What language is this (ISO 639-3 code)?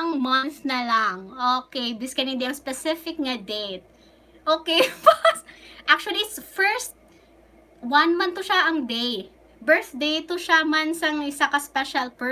hil